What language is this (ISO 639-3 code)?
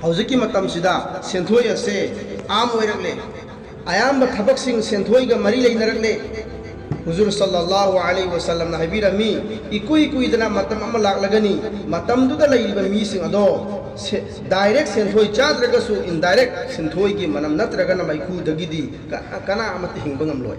mni